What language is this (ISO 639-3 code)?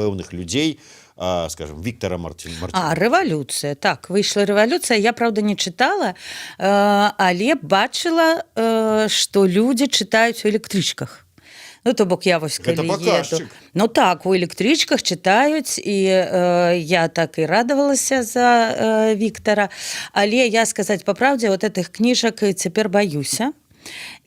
bel